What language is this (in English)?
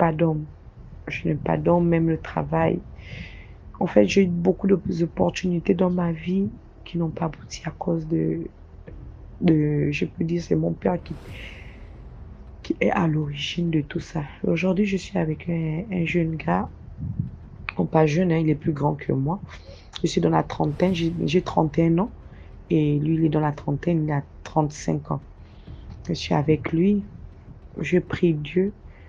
French